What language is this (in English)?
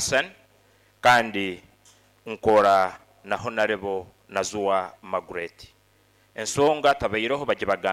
Nyoro